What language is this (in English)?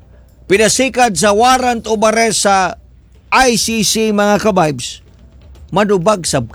Cebuano